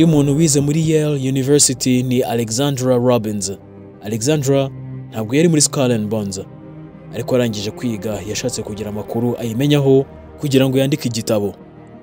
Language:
Kinyarwanda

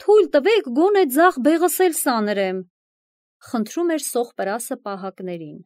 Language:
Armenian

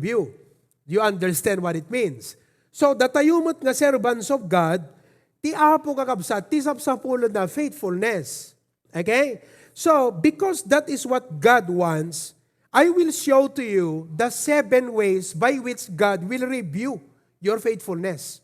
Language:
Iloko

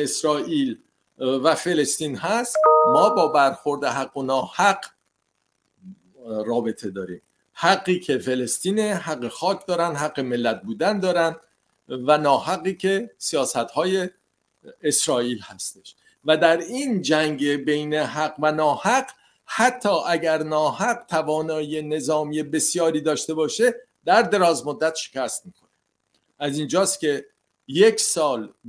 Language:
Persian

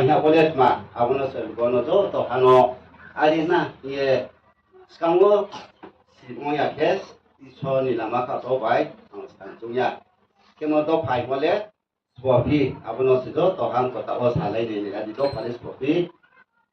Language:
Riang (India)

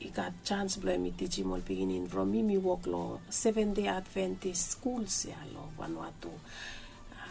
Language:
Bislama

